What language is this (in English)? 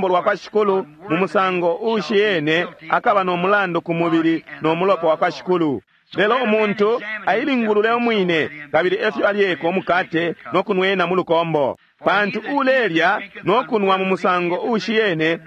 Bemba